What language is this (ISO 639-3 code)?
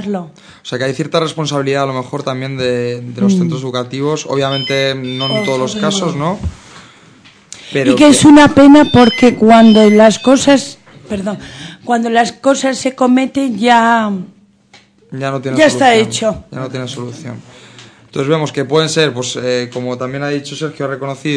spa